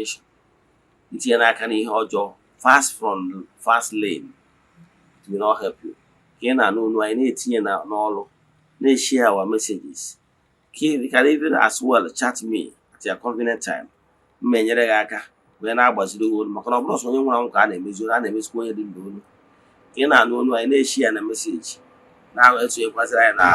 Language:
Igbo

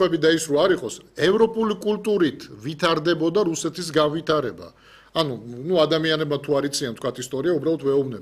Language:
Georgian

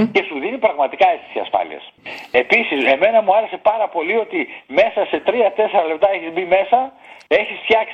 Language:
Greek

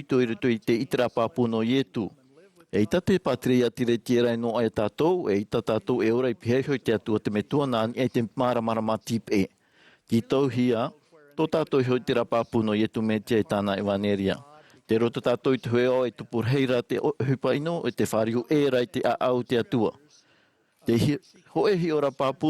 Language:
Tahitian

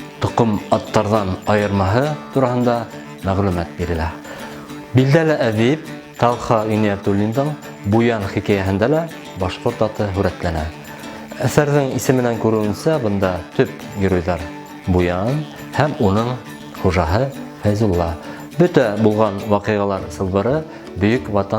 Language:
Bashkir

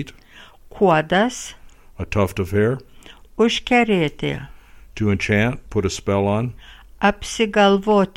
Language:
Lithuanian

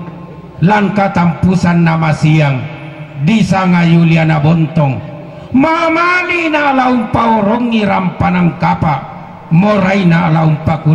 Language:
Toraja-Sa'dan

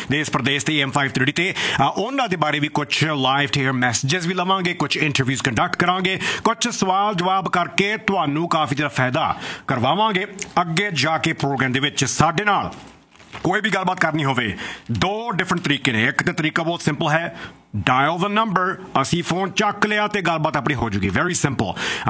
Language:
Punjabi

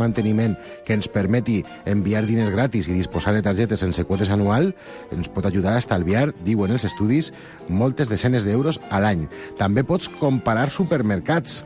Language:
Catalan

